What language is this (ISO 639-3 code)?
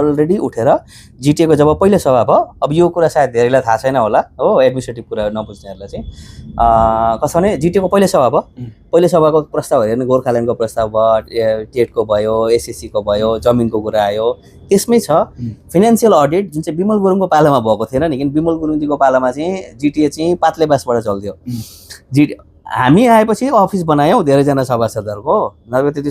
nep